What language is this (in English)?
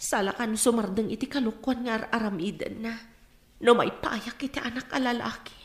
Iloko